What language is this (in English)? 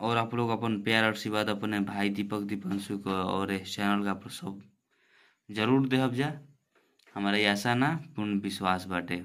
Bhojpuri